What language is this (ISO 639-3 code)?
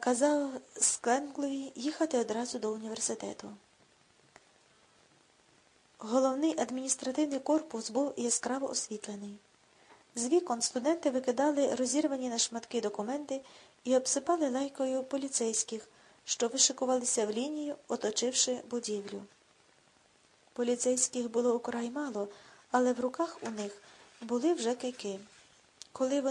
ukr